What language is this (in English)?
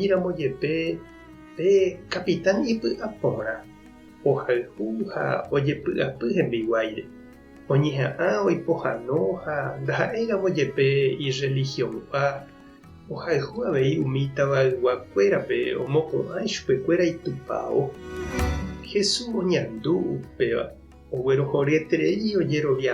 Guarani